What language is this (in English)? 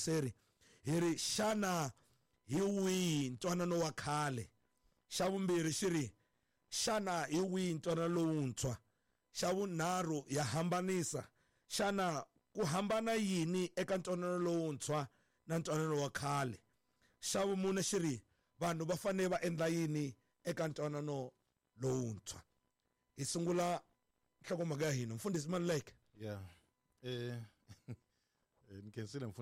Tsonga